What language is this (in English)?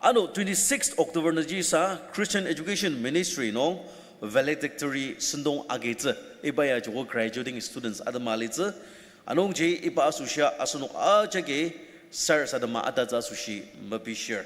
Ao Naga